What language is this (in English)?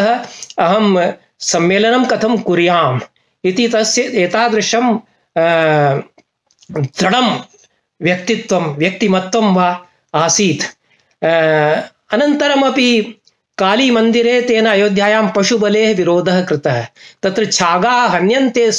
Sanskrit